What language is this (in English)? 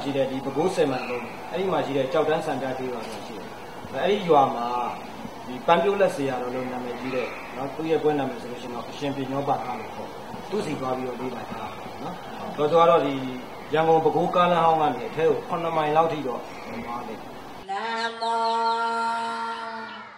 Burmese